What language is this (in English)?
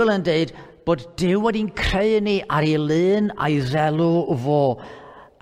Welsh